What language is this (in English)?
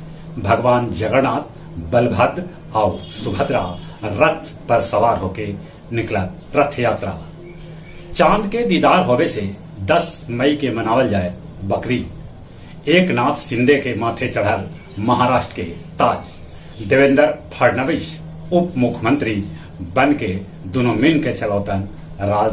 Magahi